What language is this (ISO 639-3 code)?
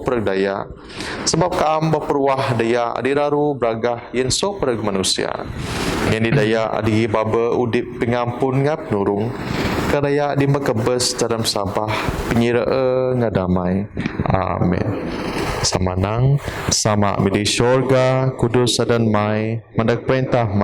bth